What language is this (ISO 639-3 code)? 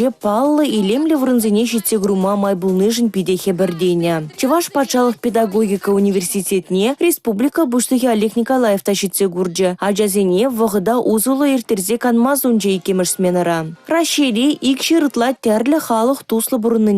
chv